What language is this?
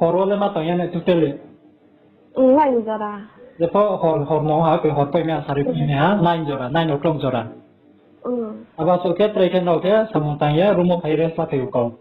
Riang (India)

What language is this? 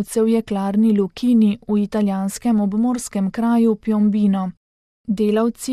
Slovenian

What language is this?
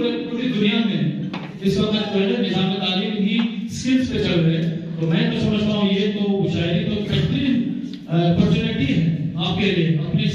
Urdu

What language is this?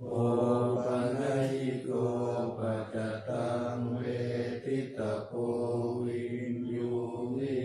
Pali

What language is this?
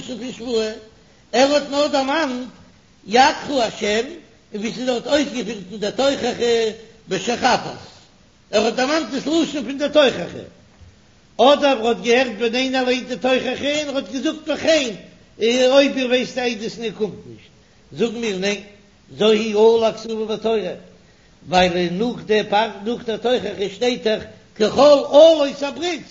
Yiddish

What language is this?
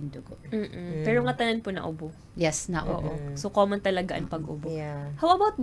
Waray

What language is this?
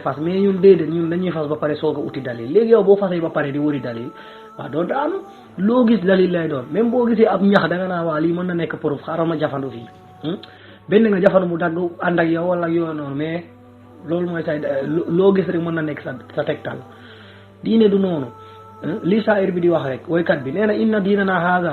Wolof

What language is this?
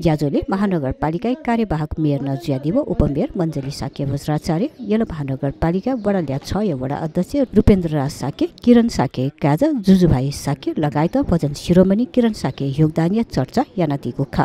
Newari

